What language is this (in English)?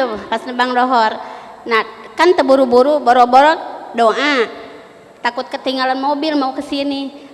Musi